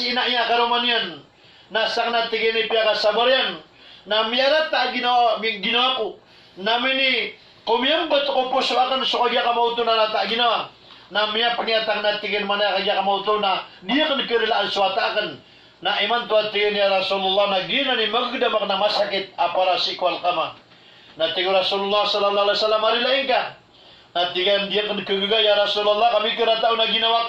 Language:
Maranao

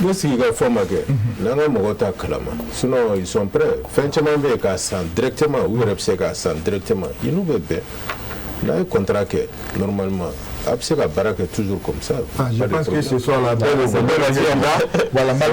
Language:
Bambara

